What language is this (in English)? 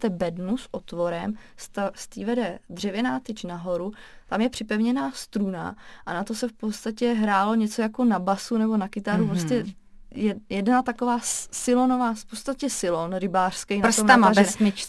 Czech